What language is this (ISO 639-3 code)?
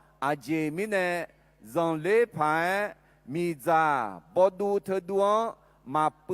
ahk